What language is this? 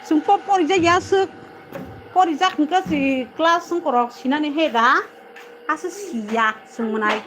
Kok Borok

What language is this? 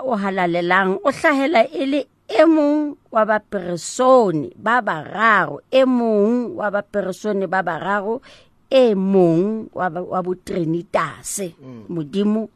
Southern Sotho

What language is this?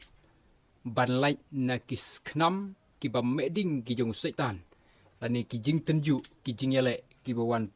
Khasi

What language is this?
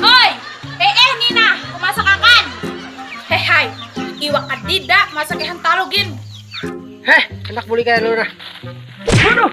Banjar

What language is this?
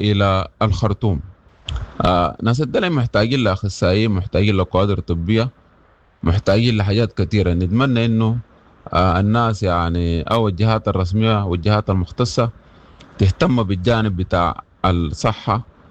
Sudanese Arabic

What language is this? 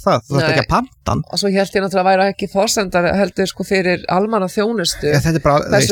Icelandic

